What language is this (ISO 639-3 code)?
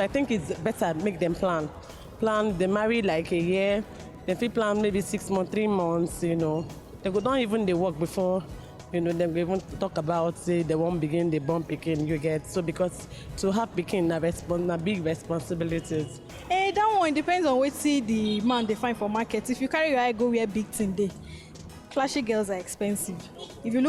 pcm